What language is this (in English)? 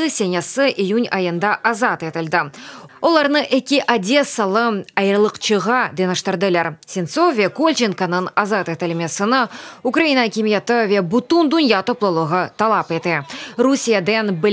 Crimean Tatar